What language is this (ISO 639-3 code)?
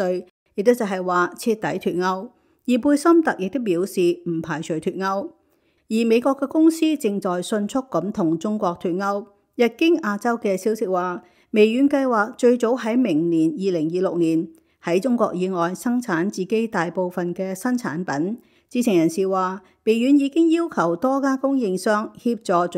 yue